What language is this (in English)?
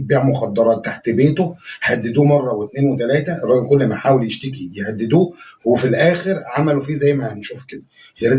Egyptian Arabic